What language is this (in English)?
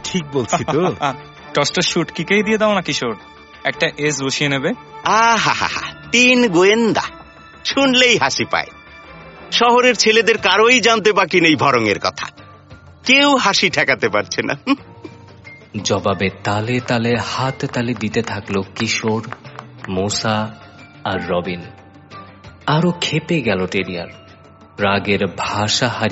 Bangla